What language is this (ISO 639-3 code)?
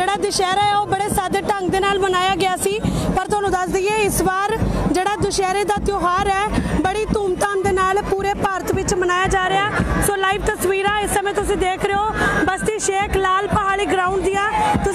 pan